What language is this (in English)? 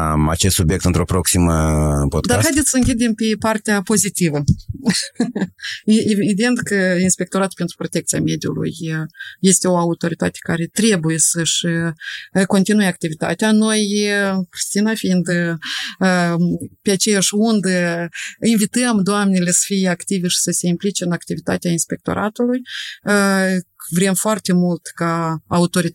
Romanian